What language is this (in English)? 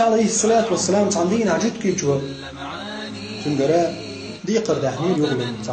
Chechen